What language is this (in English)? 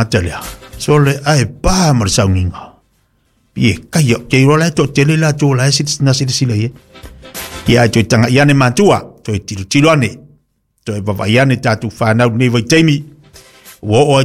Samoan